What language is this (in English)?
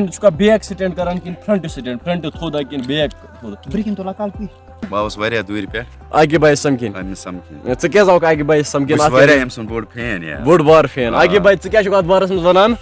Kashmiri